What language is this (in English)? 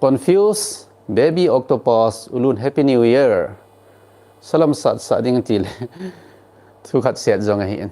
Thado Chin